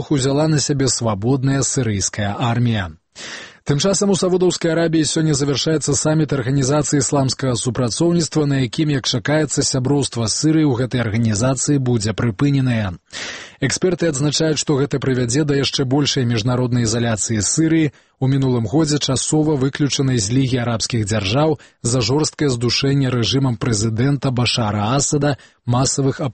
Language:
Belarusian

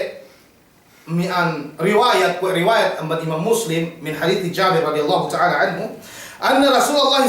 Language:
Yakan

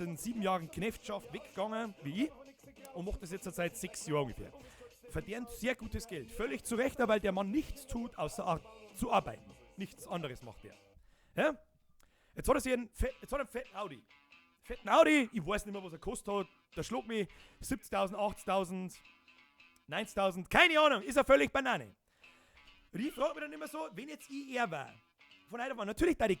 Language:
Bavarian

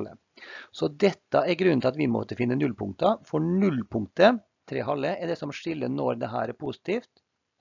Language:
Norwegian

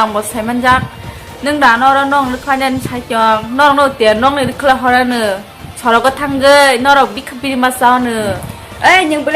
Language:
Kok Borok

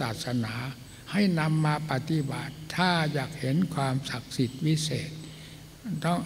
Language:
Thai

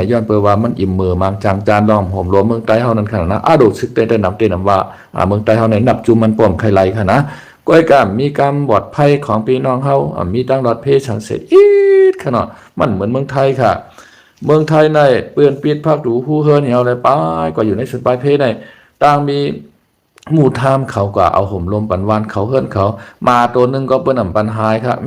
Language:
Shan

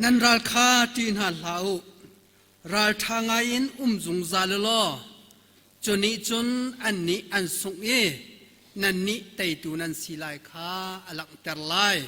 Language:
Hakha Chin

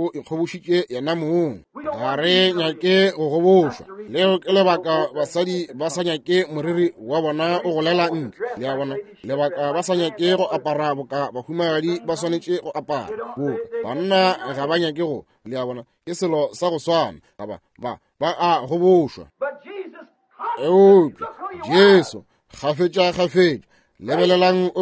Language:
Northern Sotho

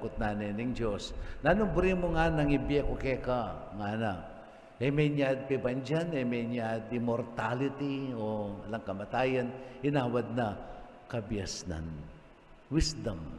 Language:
Pampanga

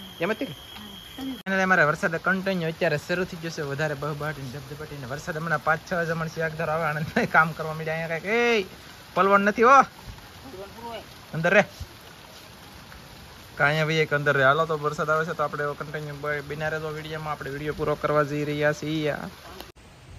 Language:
Gujarati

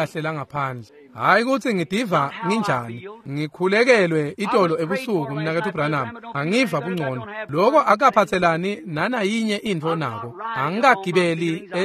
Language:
Swati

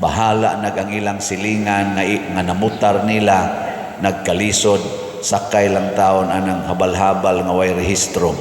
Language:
Cebuano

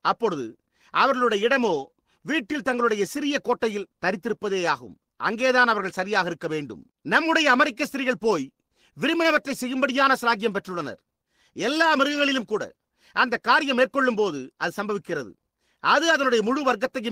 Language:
Tamil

